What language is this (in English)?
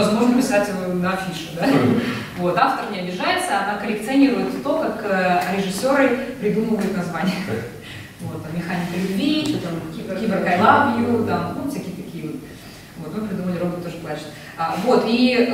Russian